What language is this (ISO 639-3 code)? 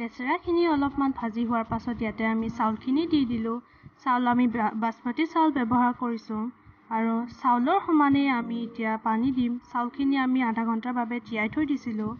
asm